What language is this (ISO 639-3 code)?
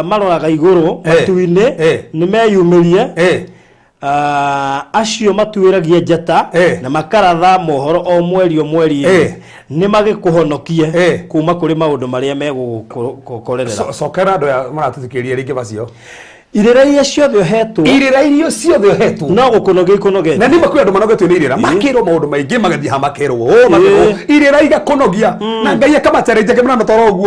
kik